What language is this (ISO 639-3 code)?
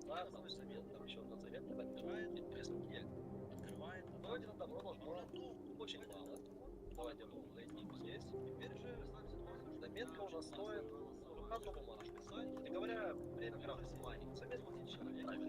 sah